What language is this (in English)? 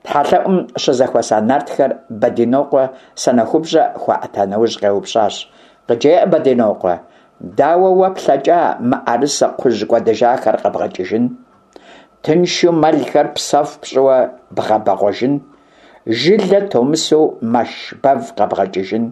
Kabardian